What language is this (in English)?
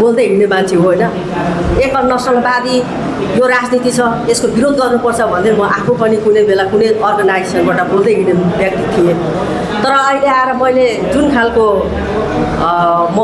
Nepali